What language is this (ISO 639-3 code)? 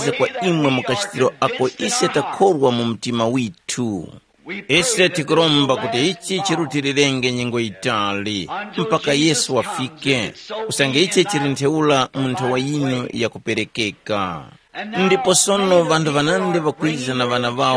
tum